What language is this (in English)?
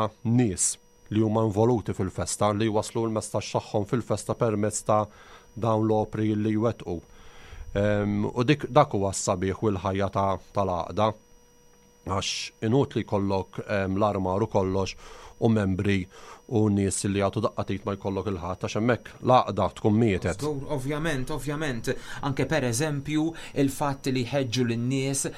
Maltese